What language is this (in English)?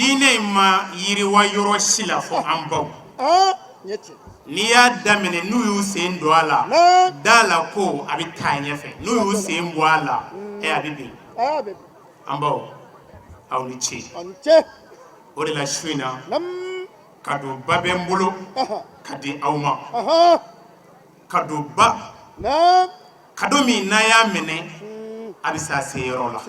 Bambara